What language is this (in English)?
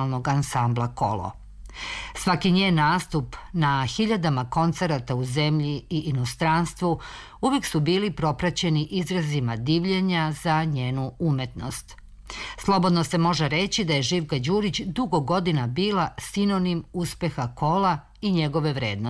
Serbian